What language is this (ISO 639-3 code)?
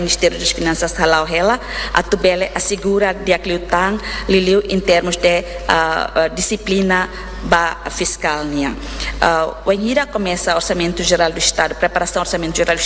tet